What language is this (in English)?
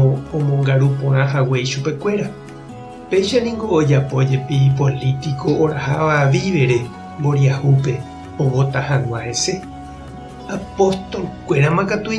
Guarani